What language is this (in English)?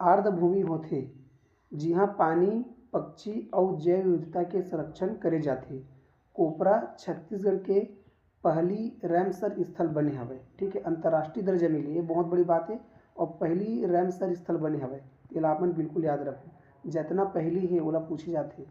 Chhattisgarhi